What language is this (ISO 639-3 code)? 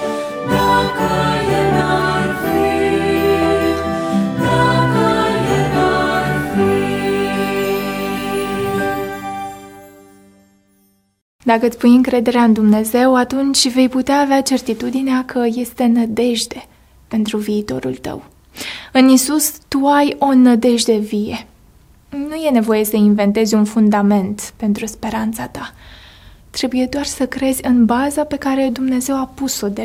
ron